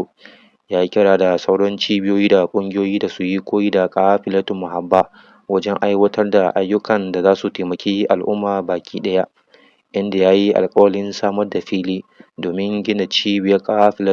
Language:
Hausa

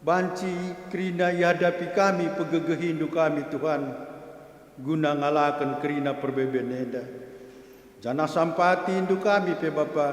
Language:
Batak Karo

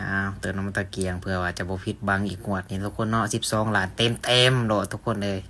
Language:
Northeastern Thai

